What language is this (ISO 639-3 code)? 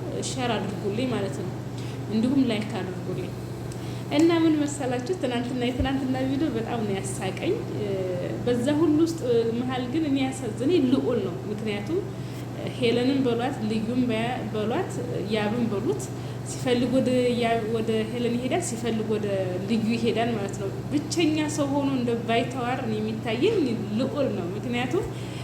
amh